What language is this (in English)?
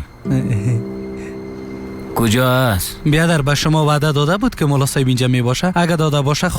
Persian